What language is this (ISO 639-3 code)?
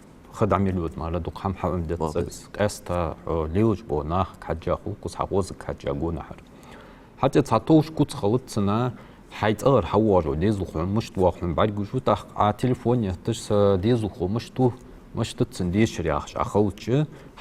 inh